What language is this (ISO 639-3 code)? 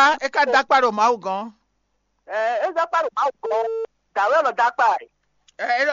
fon